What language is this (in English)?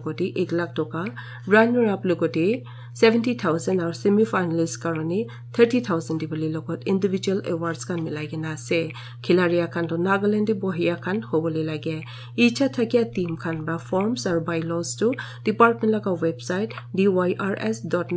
Naga Pidgin